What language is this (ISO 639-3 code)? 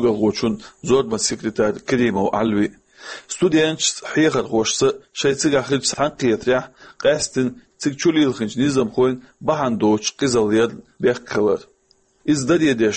che